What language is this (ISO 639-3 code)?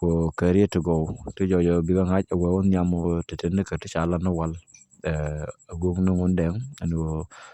nus